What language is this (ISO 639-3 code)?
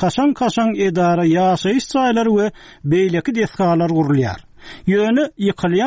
tuk